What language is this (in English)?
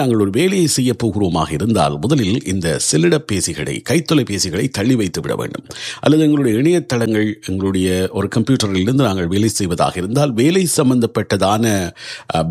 Tamil